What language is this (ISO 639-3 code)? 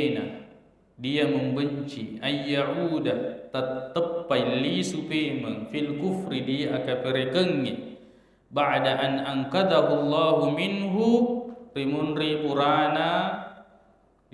bug